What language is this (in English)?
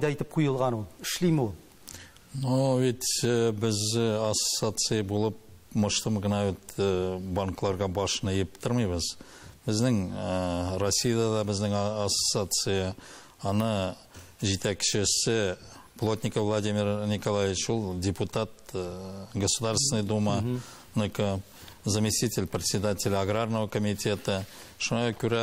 Tatar